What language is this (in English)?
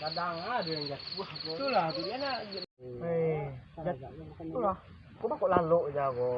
Minangkabau